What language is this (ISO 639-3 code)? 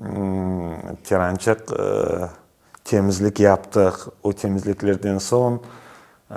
crh